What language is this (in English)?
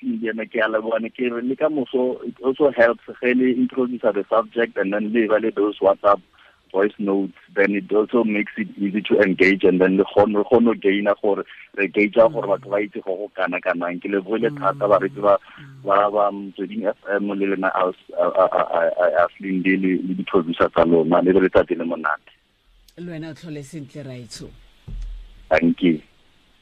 Tswana